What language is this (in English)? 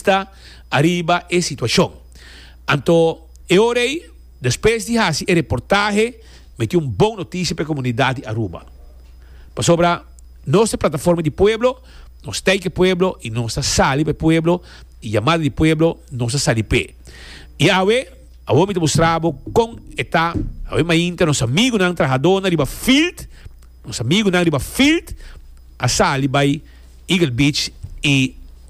Papiamento